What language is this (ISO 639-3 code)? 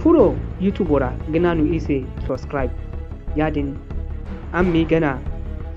dje